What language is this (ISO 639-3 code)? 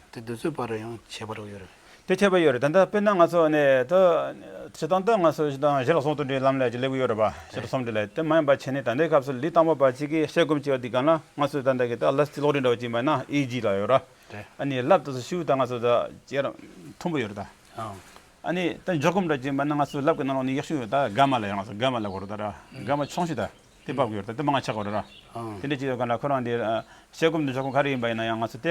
bod